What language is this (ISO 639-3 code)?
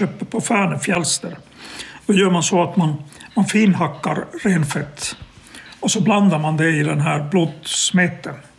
swe